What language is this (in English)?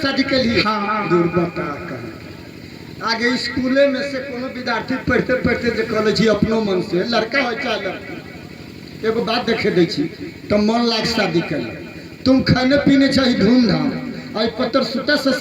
Maithili